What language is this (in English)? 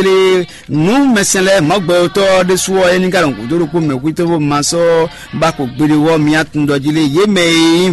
Fon